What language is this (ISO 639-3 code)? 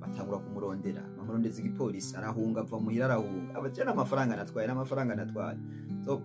run